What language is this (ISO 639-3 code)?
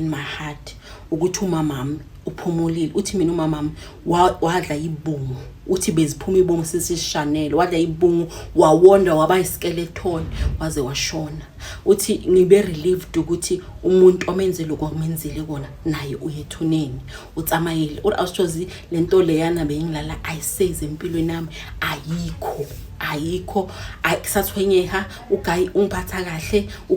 zul